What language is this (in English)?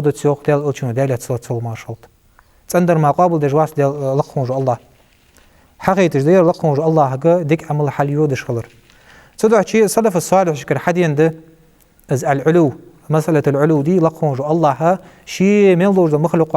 Ingush